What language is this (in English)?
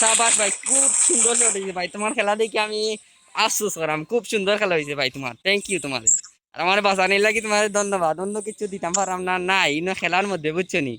Sylheti